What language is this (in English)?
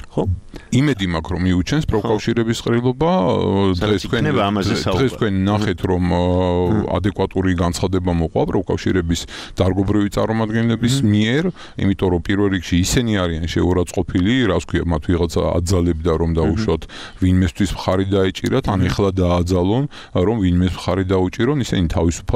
Georgian